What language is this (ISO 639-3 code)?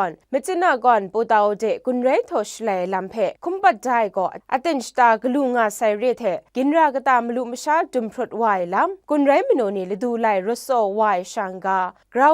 kac